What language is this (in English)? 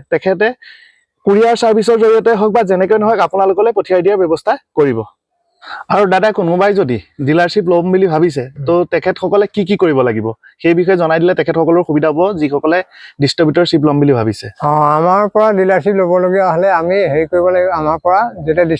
Assamese